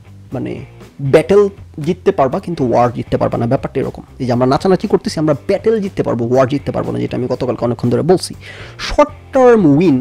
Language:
Bangla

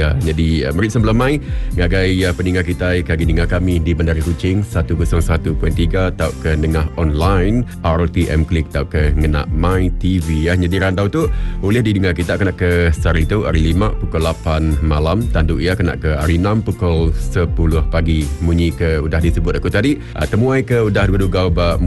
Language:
Iban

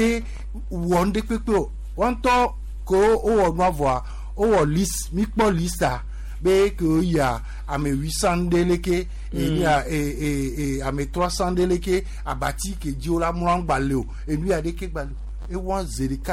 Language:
Gen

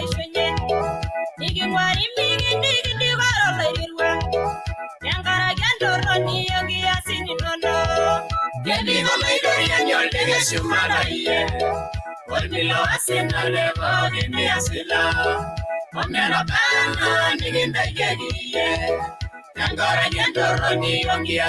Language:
Masai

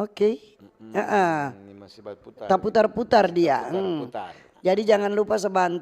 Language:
Manado Malay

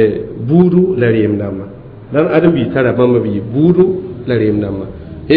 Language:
Mossi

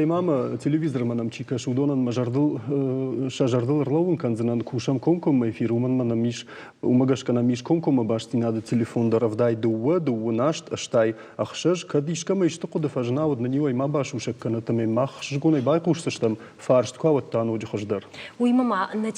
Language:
Ossetic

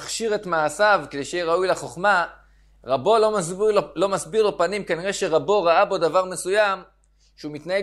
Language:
Hebrew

